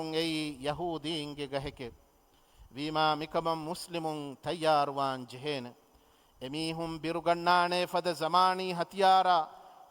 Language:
Divehi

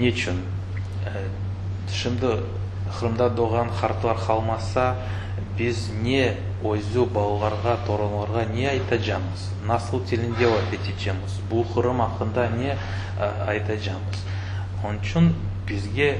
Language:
Crimean Tatar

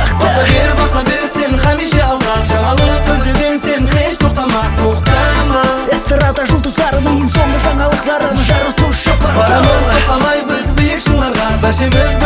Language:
Kara-Kalpak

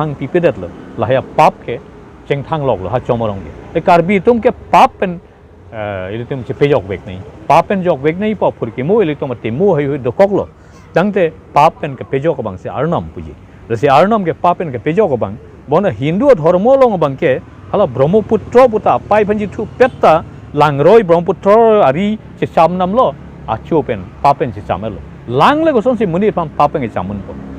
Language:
Karbi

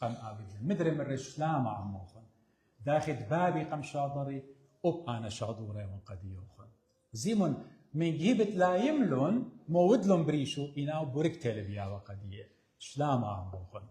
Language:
Assyrian Neo-Aramaic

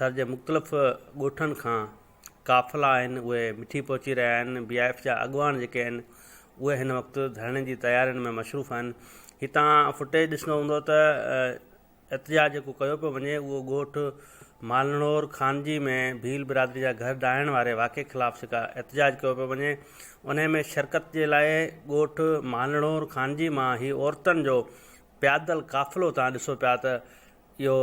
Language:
Sindhi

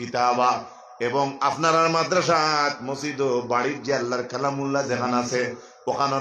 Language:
Sylheti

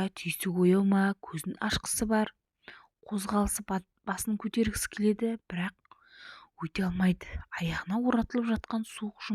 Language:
Kazakh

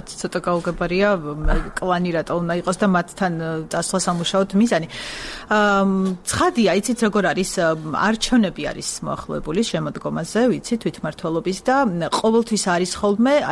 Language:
Georgian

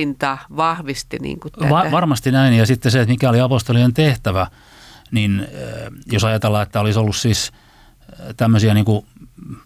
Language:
Finnish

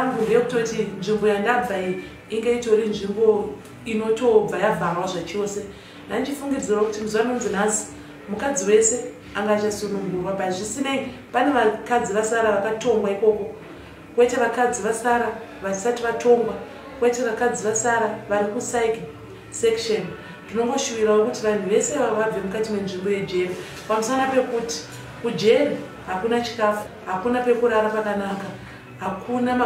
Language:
Shona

